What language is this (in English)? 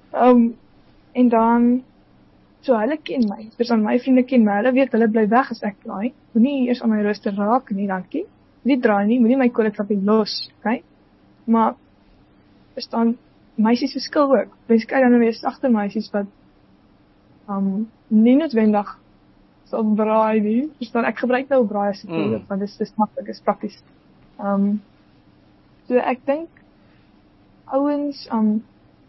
Afrikaans